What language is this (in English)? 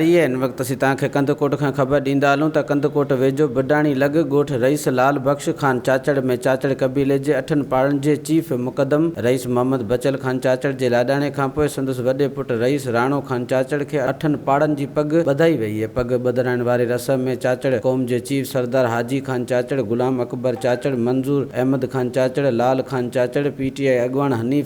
Sindhi